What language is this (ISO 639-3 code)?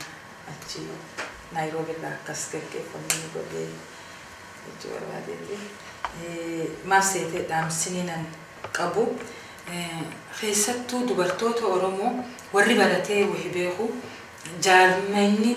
orm